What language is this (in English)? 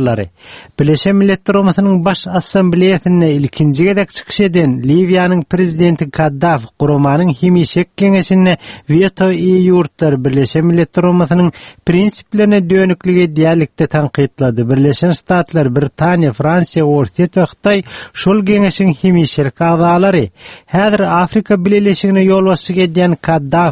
Turkmen